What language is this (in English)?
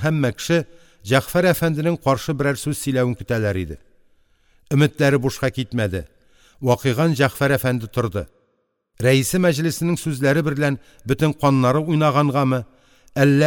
Tatar